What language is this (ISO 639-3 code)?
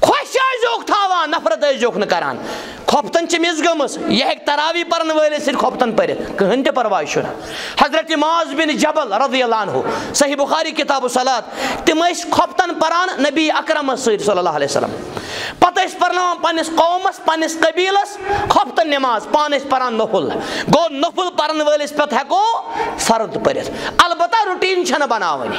kas